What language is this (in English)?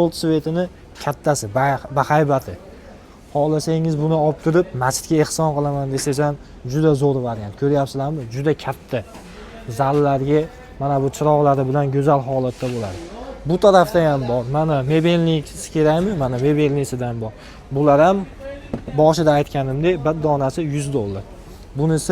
Uzbek